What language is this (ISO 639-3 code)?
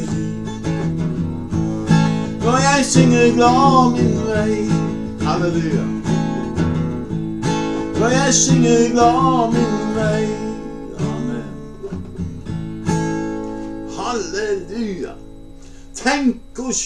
nor